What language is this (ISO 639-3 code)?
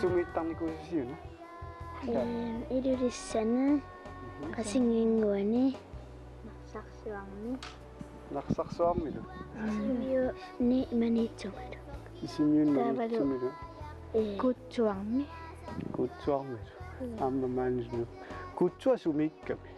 kal